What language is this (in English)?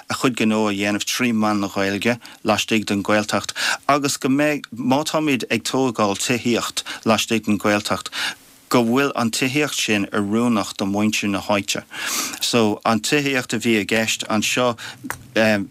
Irish